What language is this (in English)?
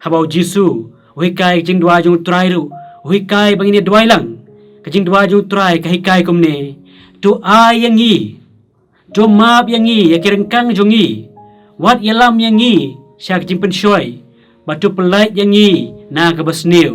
Khasi